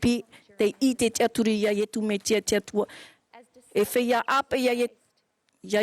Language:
Tahitian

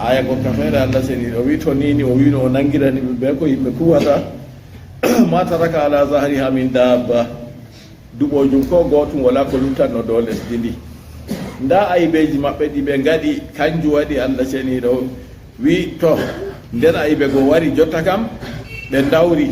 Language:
Fula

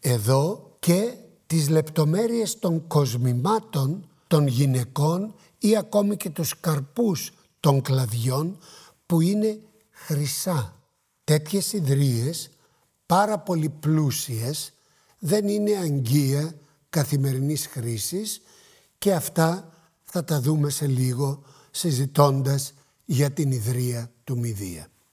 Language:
Greek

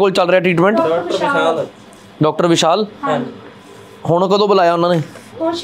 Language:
Punjabi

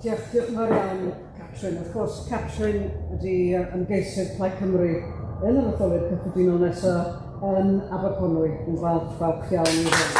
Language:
Welsh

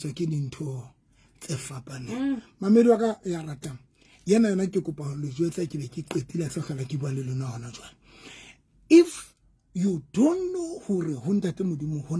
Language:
Southern Sotho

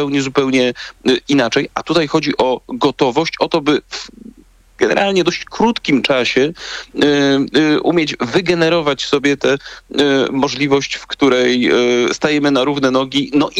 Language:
Polish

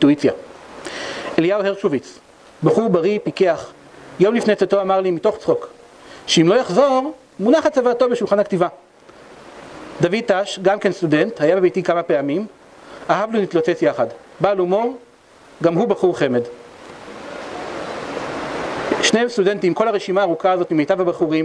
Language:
Hebrew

